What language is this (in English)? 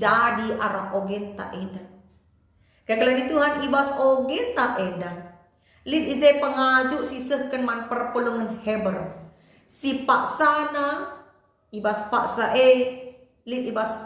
Batak Karo